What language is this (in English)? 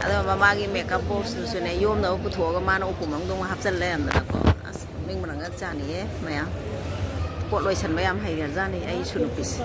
Manipuri